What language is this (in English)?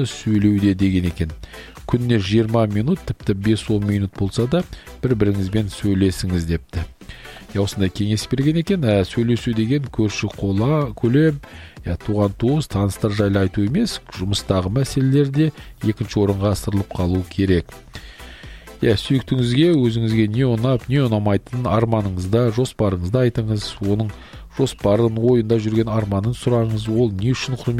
Kazakh